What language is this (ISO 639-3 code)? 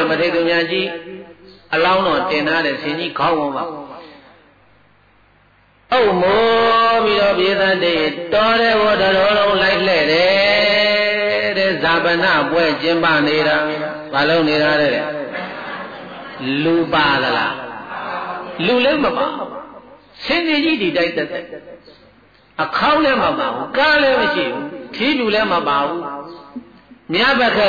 mya